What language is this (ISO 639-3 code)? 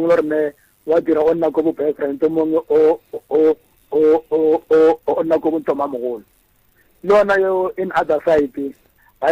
nso